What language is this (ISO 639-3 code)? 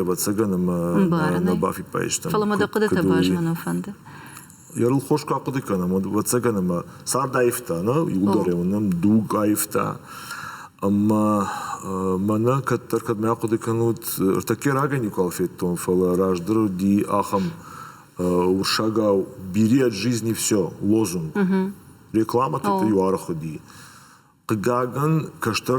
oss